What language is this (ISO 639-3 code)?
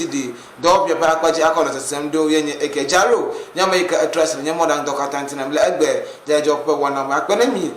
ewe